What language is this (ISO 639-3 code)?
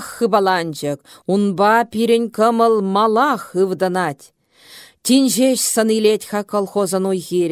chv